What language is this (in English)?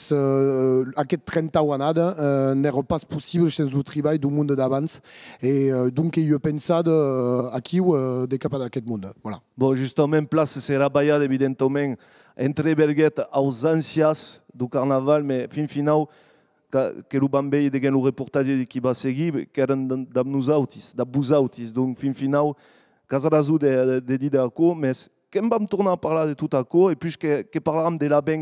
Occitan